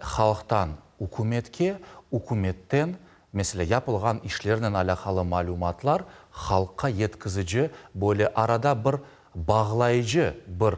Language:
Crimean Tatar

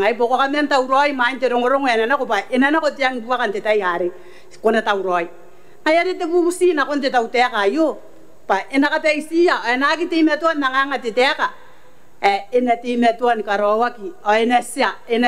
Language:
Gilbertese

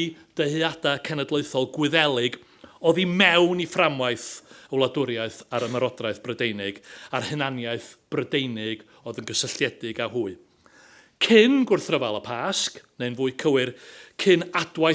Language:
Welsh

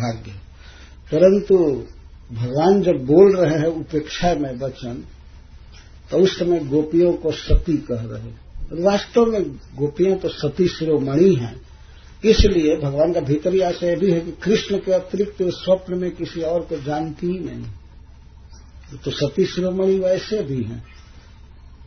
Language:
Hindi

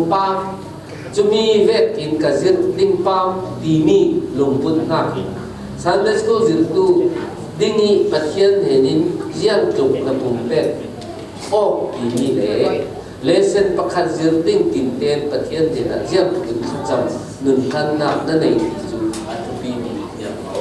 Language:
Falam Chin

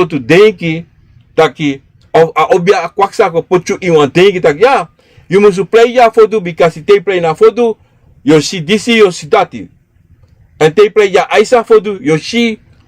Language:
Sranan Tongo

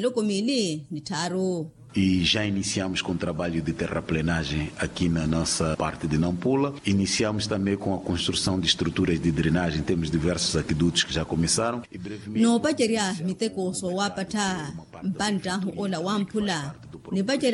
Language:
Makhuwa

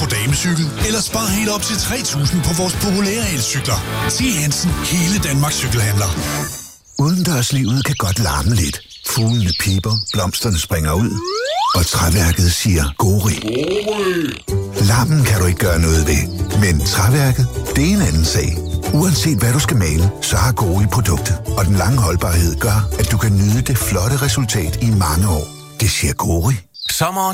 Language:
Danish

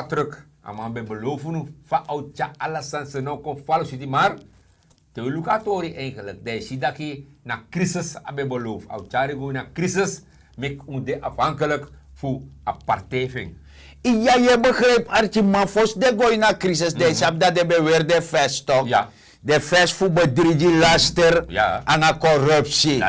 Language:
Sranan Tongo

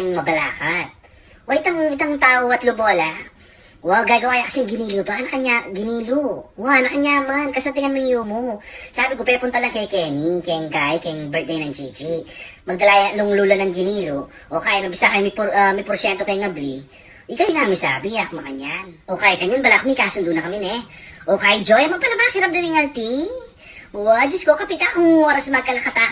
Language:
Pampanga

